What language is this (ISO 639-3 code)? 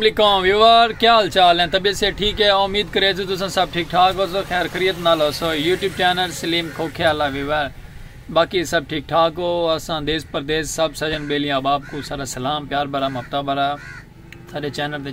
skr